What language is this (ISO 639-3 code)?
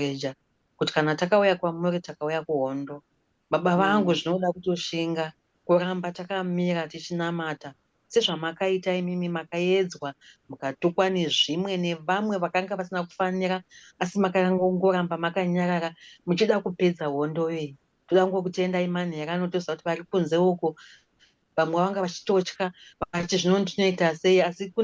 sna